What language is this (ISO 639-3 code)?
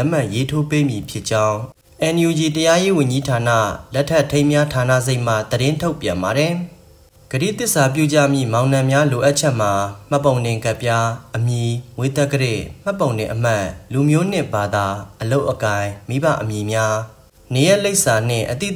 mya